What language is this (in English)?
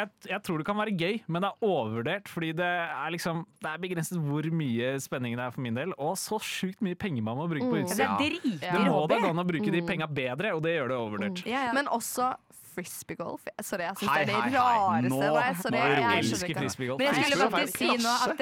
Norwegian